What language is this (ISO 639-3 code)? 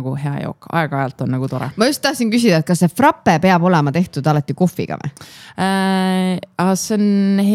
est